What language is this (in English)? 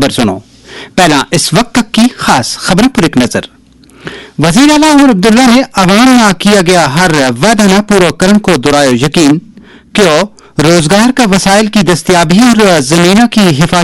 Gujari